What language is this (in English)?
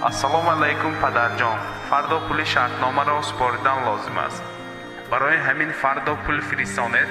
Tajik